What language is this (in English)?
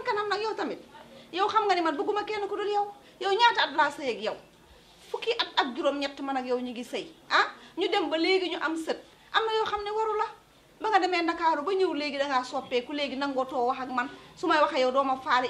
Wolof